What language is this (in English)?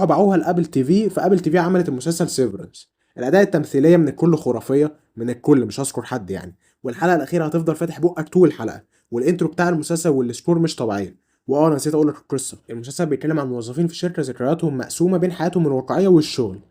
Egyptian Arabic